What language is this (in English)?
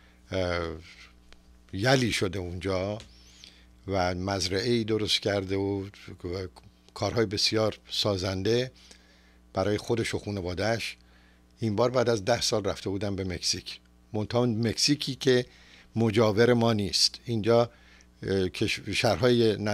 Persian